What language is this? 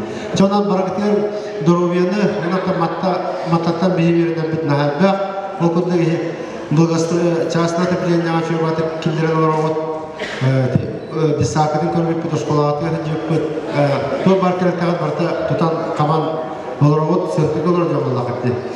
Yakut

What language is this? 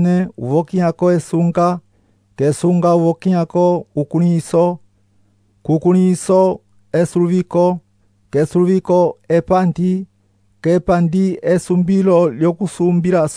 Umbundu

